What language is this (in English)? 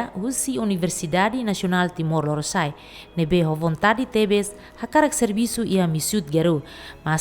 Tetum